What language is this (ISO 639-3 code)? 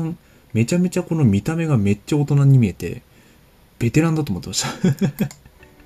jpn